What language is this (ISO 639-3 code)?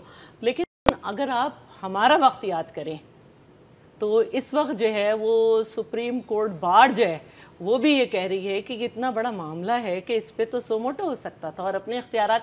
urd